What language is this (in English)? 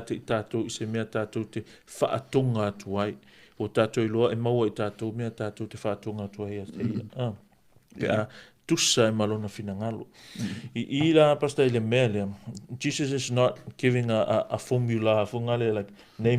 Samoan